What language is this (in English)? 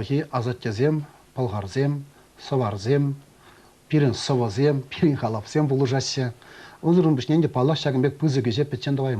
Chuvash